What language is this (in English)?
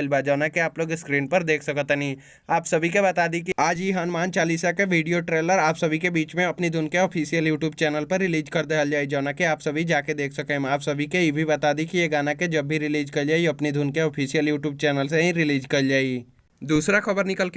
Bhojpuri